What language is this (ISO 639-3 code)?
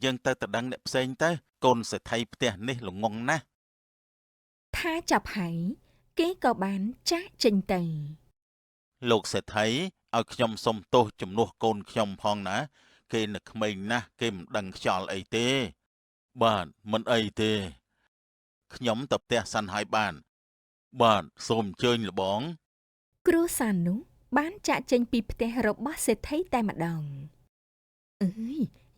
khm